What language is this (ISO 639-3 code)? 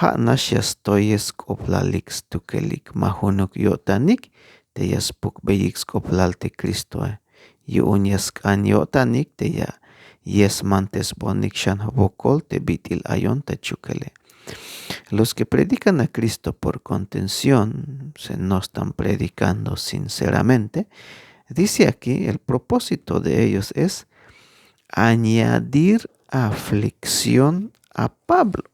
tzh